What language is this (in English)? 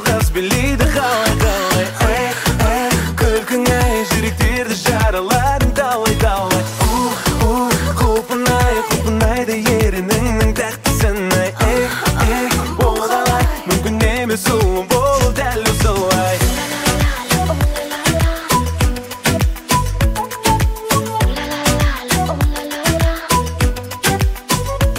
Kazakh